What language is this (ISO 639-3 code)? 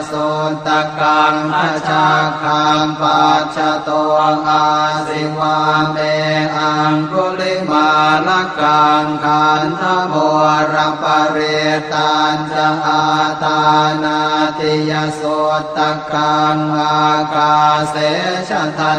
pli